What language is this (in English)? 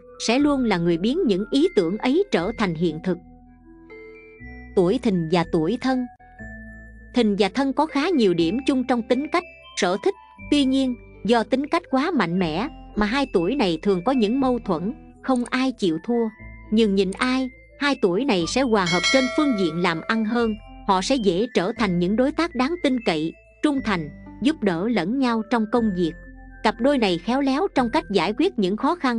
Vietnamese